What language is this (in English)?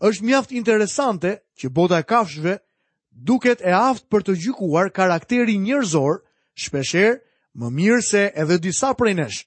Albanian